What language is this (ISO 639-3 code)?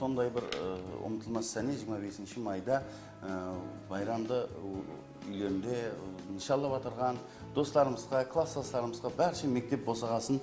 kaa